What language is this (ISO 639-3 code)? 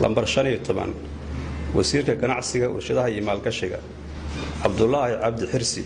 som